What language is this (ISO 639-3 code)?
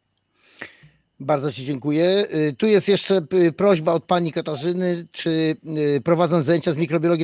pol